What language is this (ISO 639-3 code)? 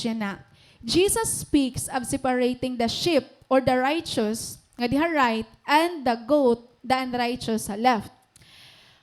war